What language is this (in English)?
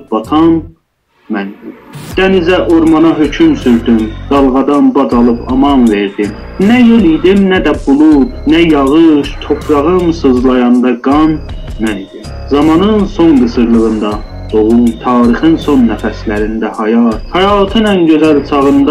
South Azerbaijani